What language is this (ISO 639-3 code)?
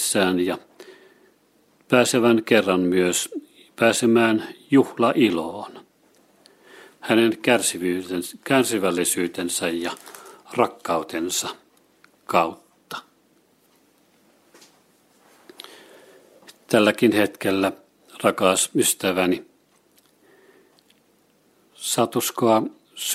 fin